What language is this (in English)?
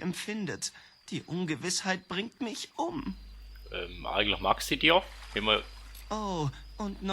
Swiss German